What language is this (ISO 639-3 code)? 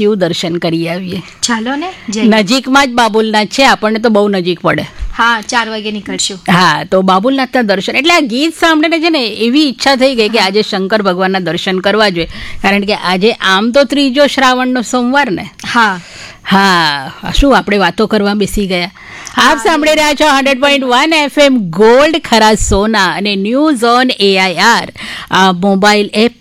guj